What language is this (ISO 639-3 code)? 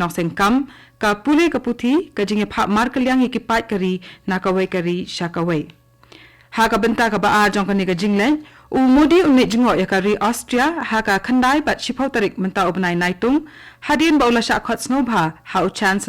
kha